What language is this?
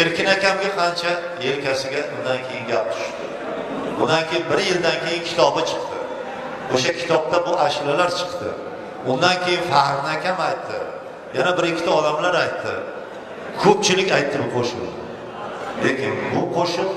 Uzbek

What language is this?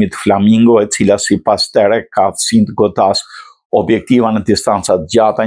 Albanian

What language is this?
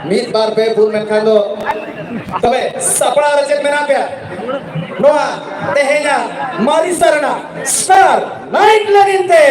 Santali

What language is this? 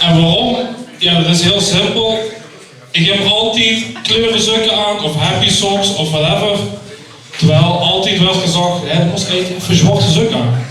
Limburgish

